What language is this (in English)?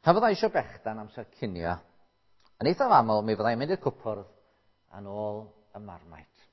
Welsh